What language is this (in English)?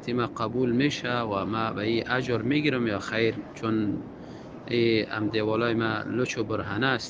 Tajik